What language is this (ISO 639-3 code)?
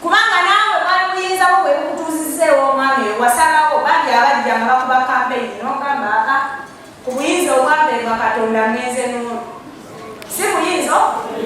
lug